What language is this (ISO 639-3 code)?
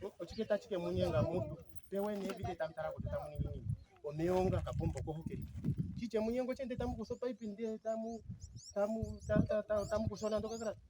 ndo